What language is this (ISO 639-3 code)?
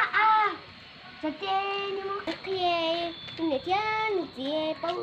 hmn